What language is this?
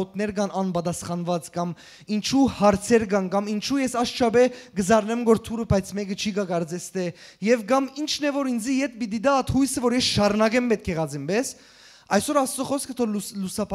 Western Armenian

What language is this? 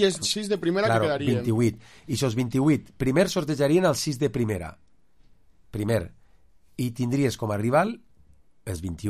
Catalan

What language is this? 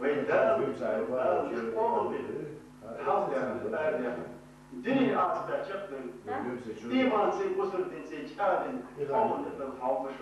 Chechen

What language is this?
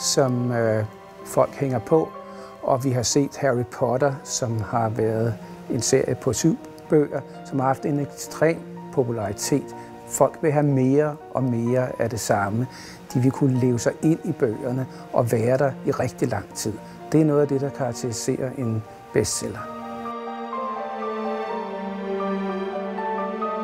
Danish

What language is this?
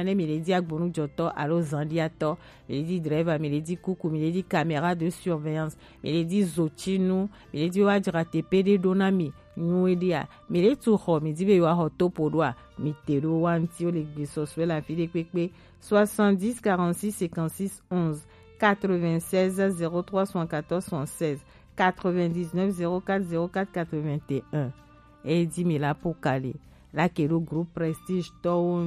Gen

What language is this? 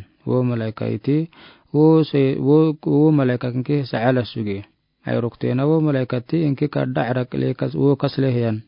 Afar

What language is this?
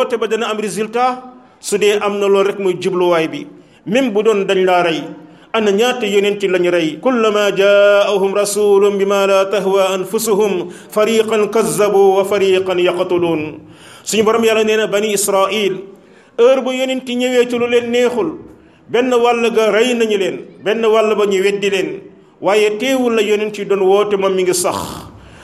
Wolof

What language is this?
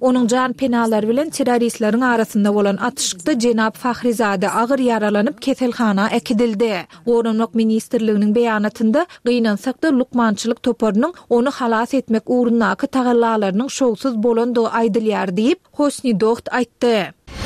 Turkmen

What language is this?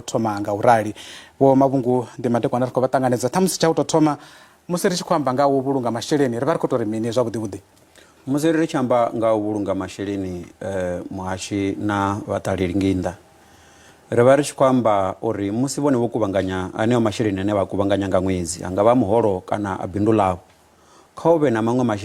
Venda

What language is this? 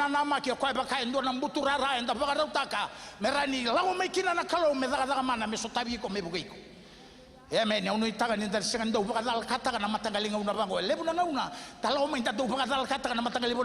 Fijian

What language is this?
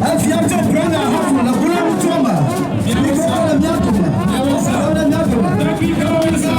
Ewe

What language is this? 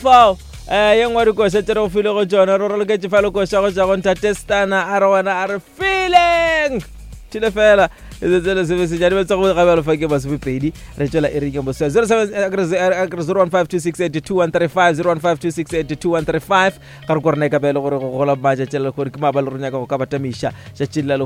Northern Sotho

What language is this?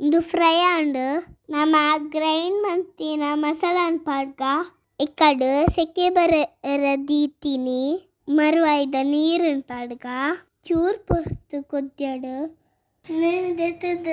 Tulu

